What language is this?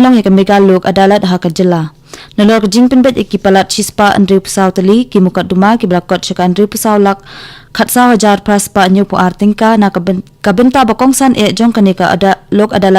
Khasi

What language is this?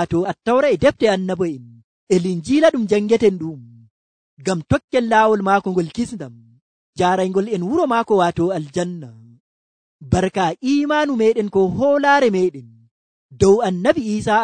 Nigerian Fulfulde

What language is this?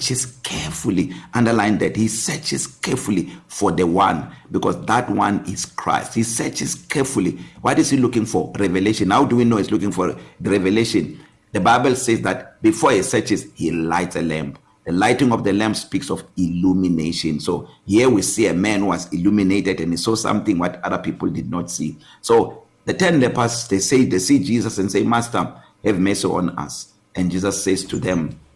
English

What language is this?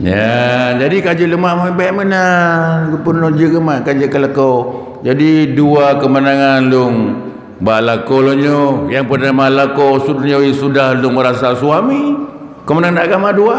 Achinese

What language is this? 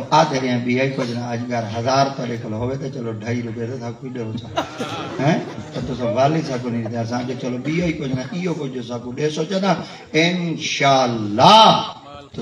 Saraiki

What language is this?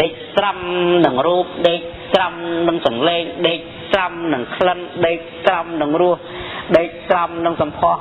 Khmer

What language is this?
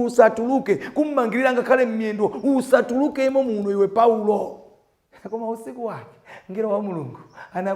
Nyanja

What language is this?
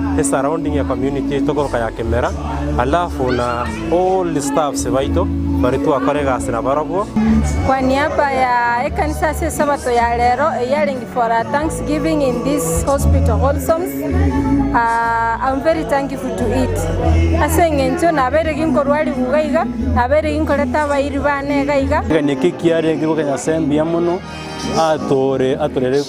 Gusii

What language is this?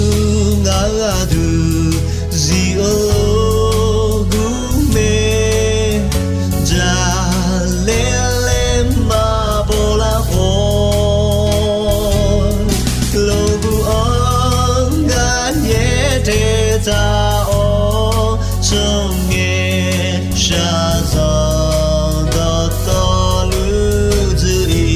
Akha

